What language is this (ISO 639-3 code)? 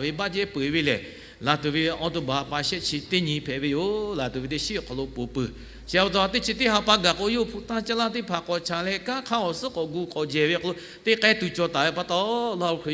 lhu